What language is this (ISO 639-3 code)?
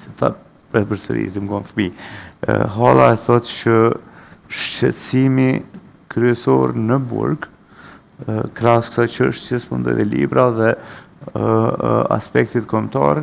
sqi